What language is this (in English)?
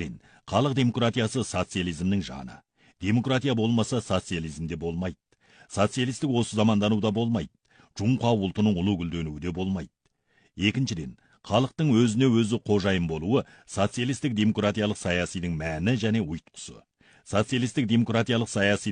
Kazakh